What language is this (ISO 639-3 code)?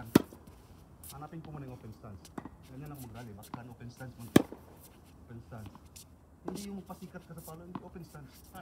fil